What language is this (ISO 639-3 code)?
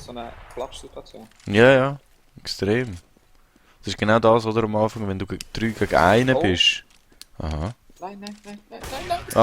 gsw